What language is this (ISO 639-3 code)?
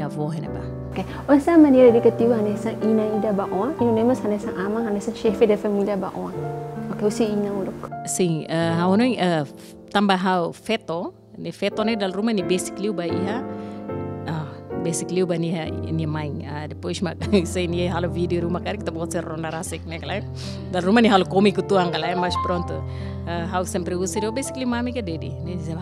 tet